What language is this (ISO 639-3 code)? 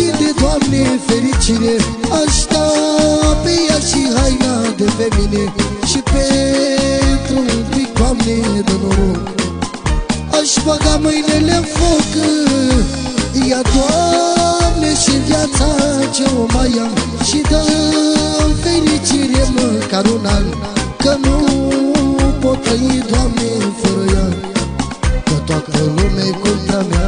ron